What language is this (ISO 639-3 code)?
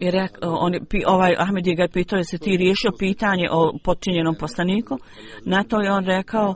bos